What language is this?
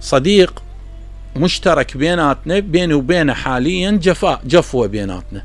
Mesopotamian Arabic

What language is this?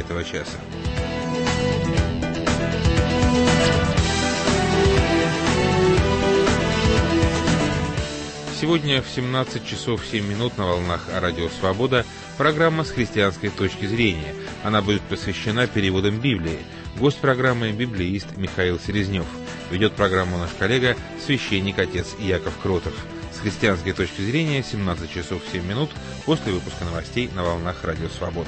Russian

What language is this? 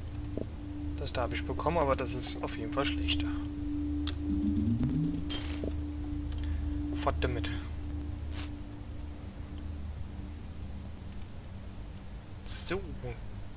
German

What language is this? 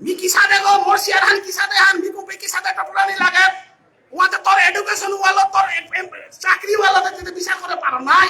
Bishnupriya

